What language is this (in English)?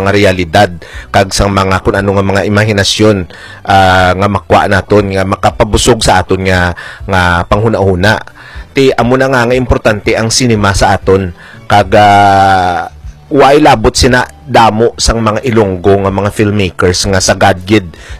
Hiligaynon